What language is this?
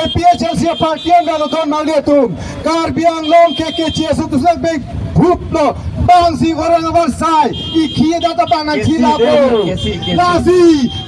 Karbi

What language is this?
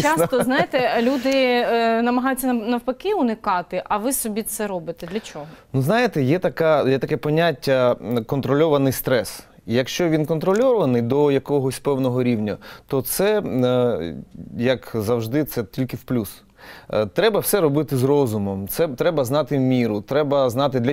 Ukrainian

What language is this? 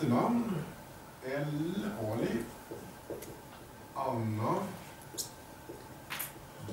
Swedish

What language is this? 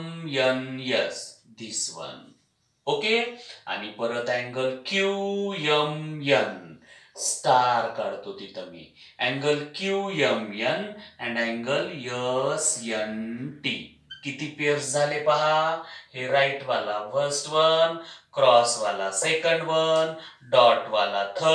Marathi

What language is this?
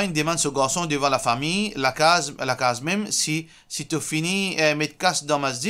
Morisyen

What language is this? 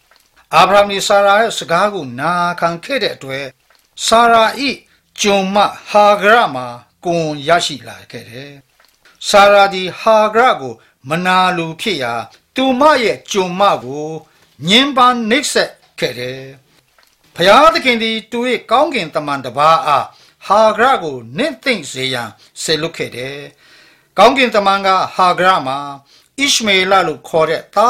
Burmese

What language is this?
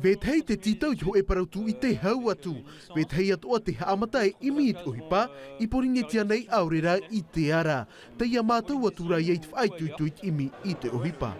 Tahitian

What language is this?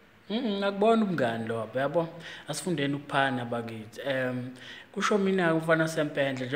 Zulu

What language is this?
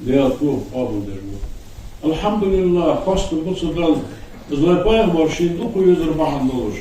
Ingush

